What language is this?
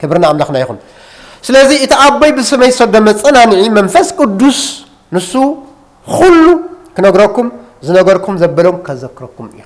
Tigrinya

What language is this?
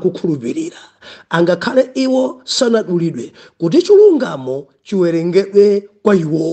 Nyanja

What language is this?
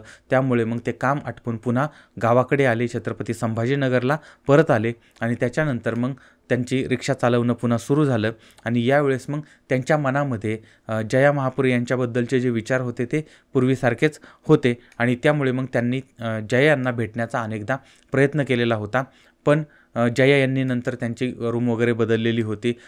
Marathi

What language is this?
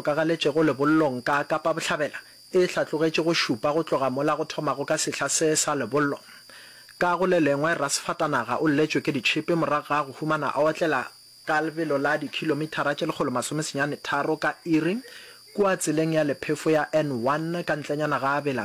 Northern Sotho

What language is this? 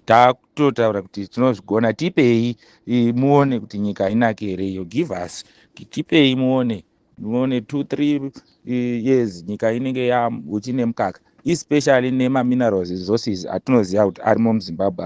Shona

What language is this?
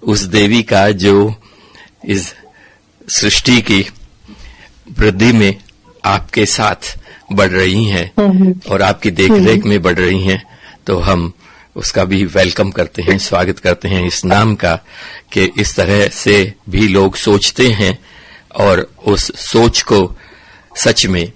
Hindi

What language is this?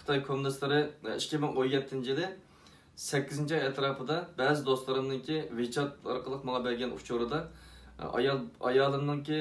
Uyghur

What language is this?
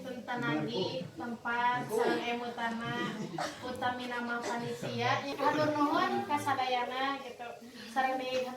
Sundanese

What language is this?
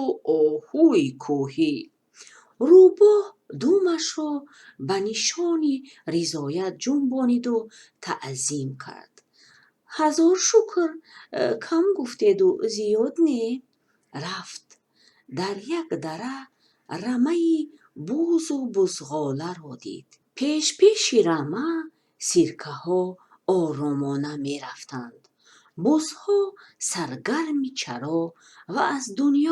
Tajik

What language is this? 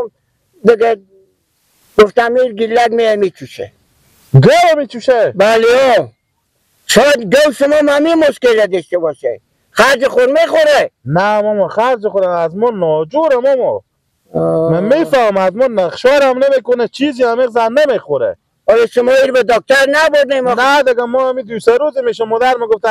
Persian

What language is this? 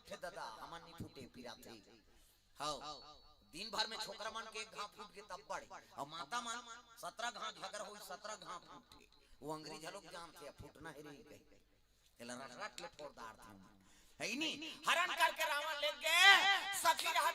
Chhattisgarhi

